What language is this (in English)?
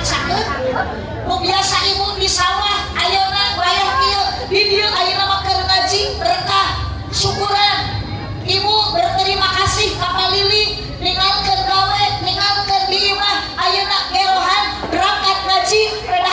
Sundanese